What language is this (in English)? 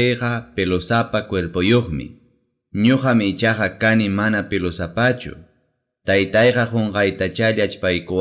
Ayacucho Quechua